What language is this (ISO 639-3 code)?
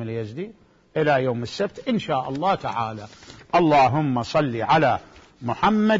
acm